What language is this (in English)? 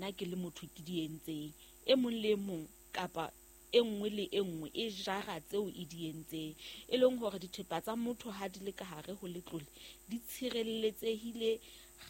Southern Sotho